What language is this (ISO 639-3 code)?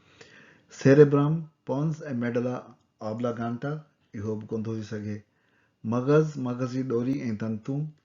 snd